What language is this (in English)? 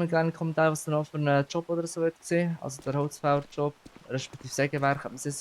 Swiss German